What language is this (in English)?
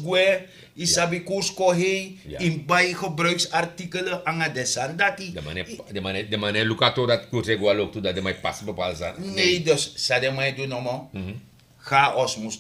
Sranan Tongo